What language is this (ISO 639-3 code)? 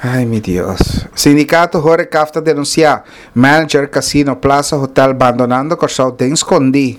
pap